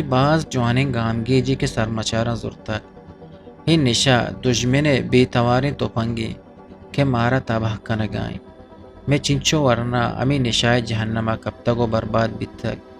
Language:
Eastern Balochi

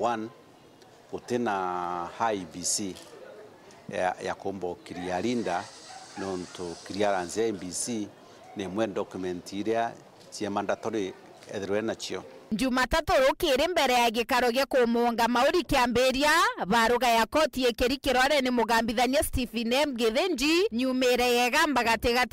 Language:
Meru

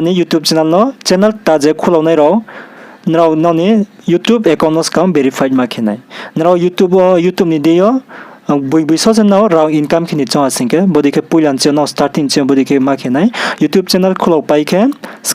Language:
Riang (India)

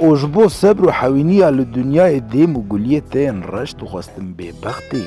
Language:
Kurdish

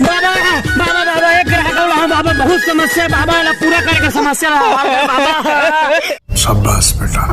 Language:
Chhattisgarhi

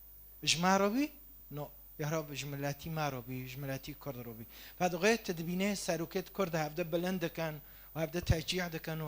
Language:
Kurdish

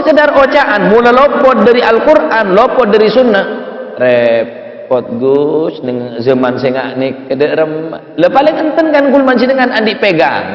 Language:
Madurese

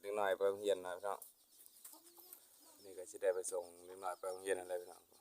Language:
Lao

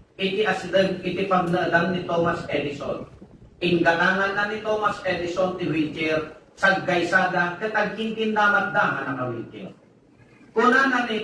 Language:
Iloko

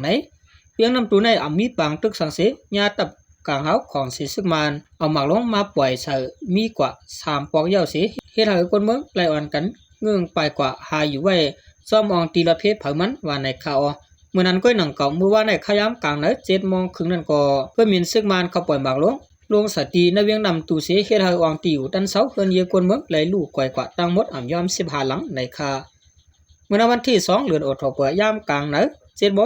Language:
Shan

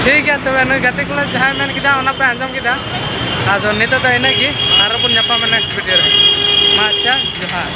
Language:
Santali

